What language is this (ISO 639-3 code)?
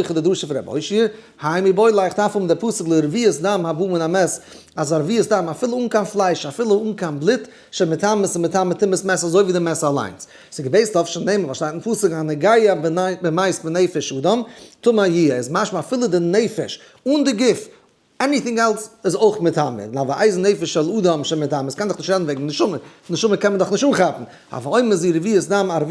yid